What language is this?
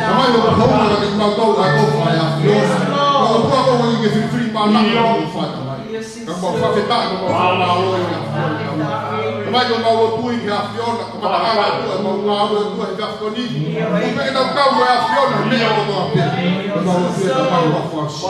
Tongan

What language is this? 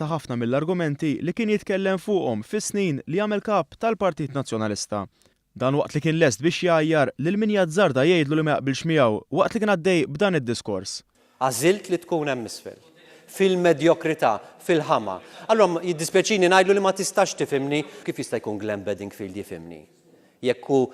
Maltese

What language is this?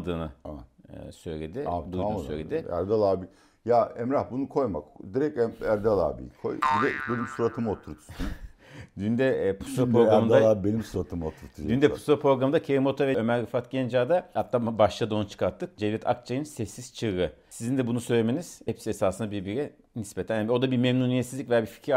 Turkish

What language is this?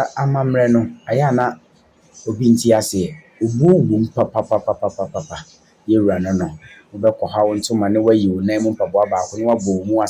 Akan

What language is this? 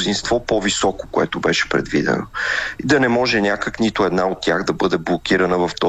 Bulgarian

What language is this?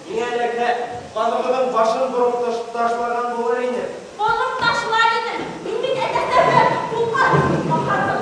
Bashkir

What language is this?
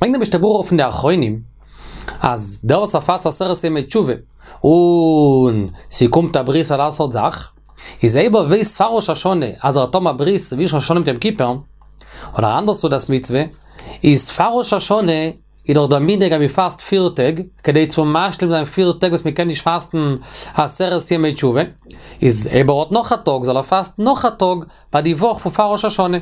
Yiddish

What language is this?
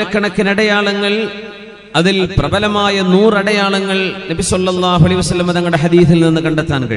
Malayalam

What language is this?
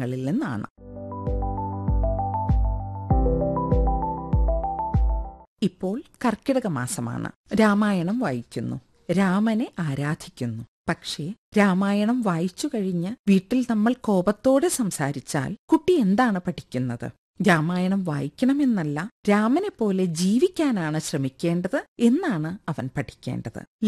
Malayalam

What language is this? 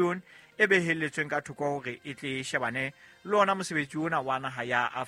Southern Sotho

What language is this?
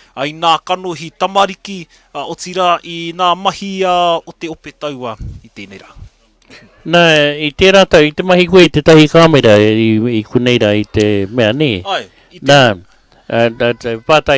Māori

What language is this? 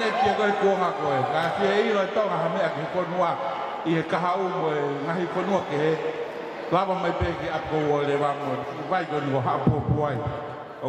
Tongan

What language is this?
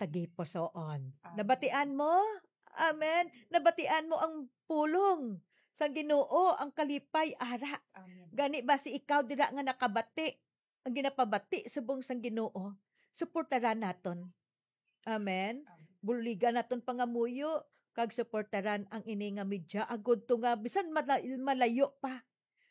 Hiligaynon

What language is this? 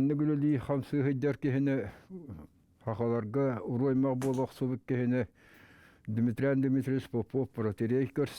Yakut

